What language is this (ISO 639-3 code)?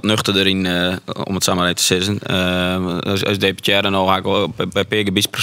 fry